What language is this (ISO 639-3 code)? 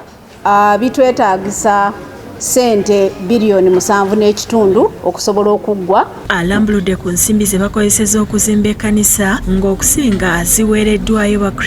lug